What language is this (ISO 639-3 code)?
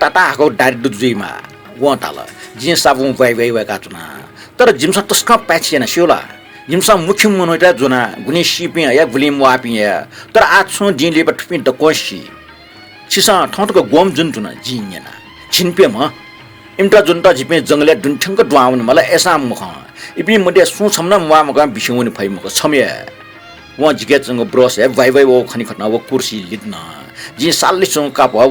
new